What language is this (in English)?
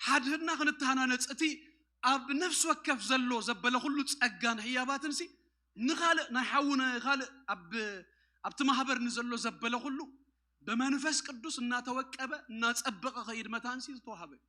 Tigrinya